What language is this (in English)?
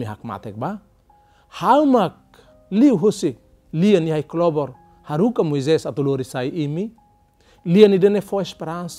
Tetum